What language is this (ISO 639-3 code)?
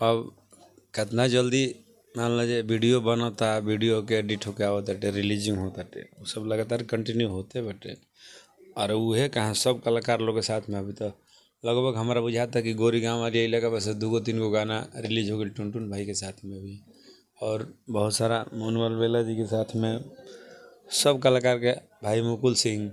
bho